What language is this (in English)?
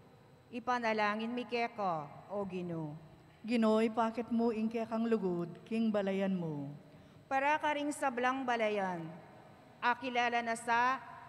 Pampanga